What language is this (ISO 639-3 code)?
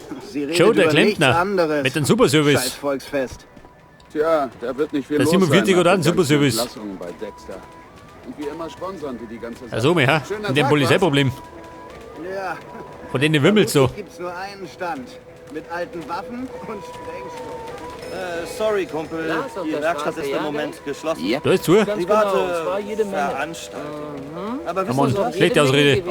bar